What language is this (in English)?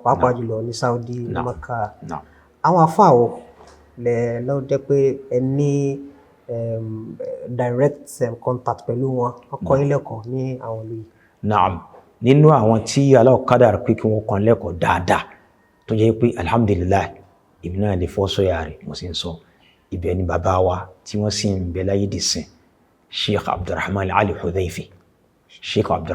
Yoruba